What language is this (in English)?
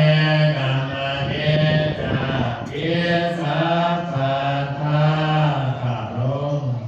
Pali